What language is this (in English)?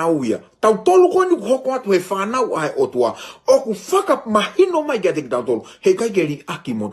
Tongan